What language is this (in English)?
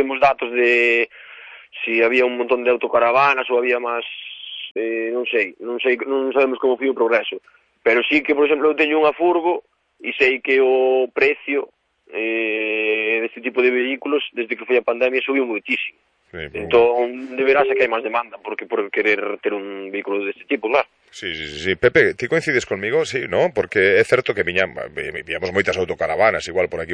Galician